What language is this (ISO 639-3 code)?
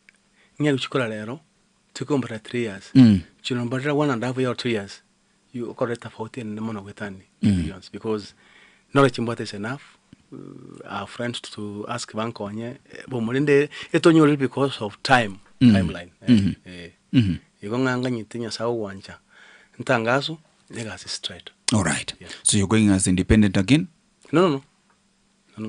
guz